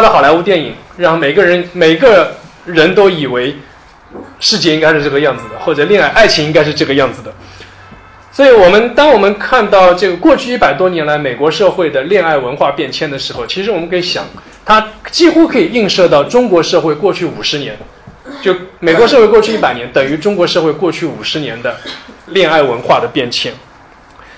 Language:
Chinese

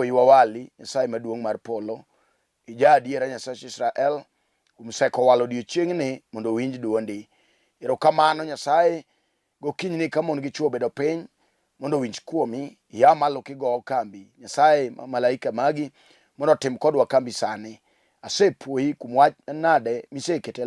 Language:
Luo (Kenya and Tanzania)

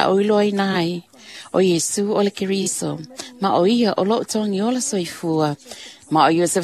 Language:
Samoan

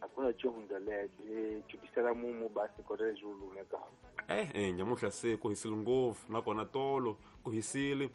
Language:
Tsonga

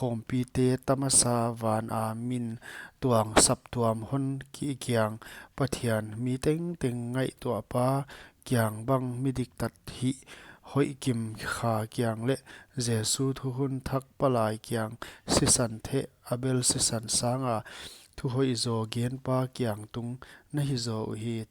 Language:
Paite Chin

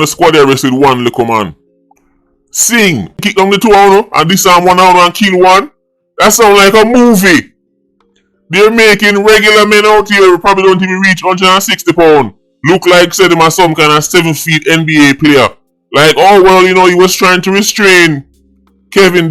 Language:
Jamaican Creole English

